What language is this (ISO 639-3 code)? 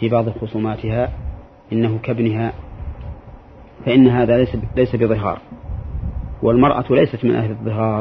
ara